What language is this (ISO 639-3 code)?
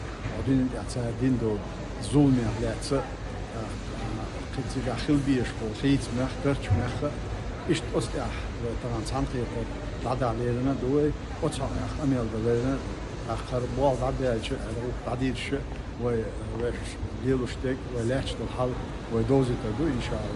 che